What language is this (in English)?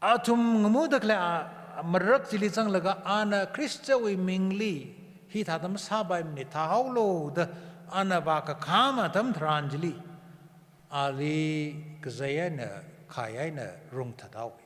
Tangkhul Naga (India)